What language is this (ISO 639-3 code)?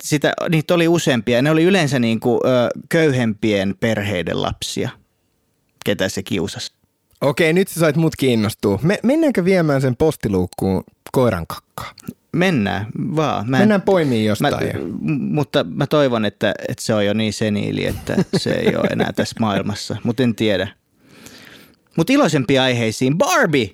fin